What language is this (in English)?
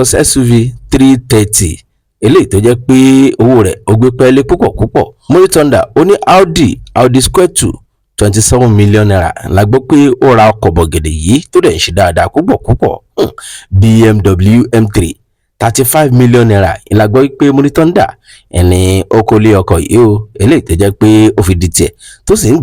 Yoruba